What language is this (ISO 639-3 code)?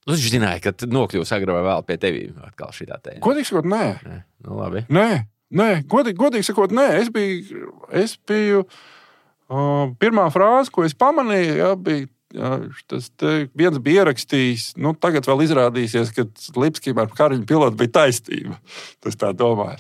lav